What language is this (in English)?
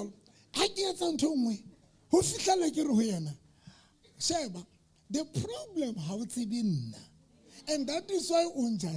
Southern Sotho